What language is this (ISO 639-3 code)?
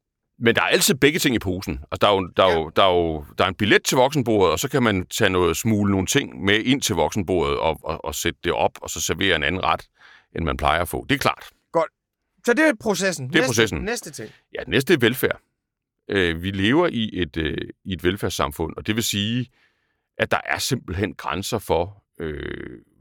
dan